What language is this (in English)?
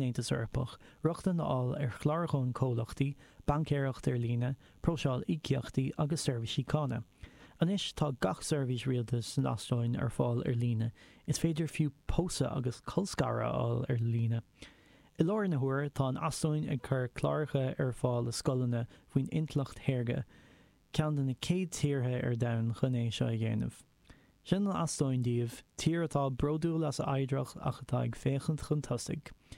Irish